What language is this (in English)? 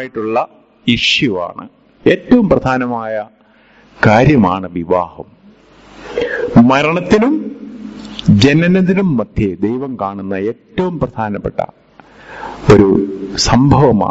Malayalam